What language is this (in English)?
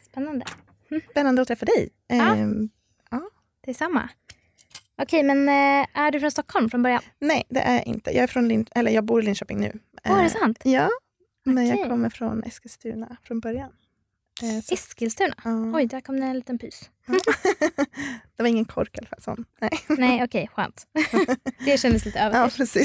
Swedish